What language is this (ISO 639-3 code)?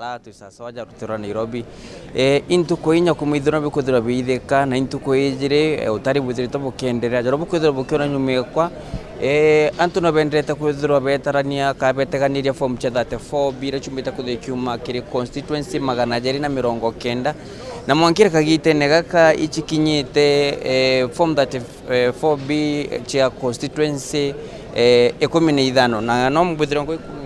mer